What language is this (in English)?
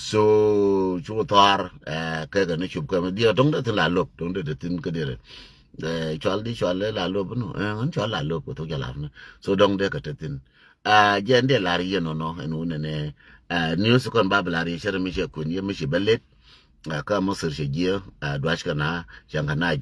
Nuer